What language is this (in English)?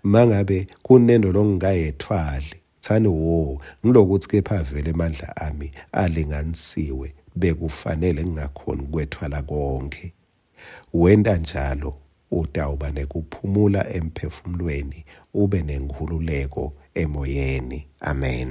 Swati